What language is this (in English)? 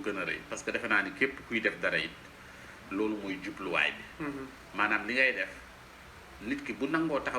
Wolof